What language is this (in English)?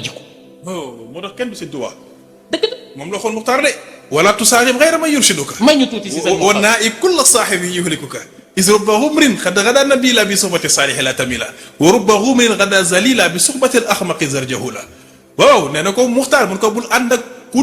Wolof